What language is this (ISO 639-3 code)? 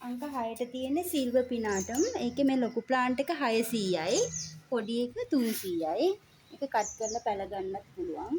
sin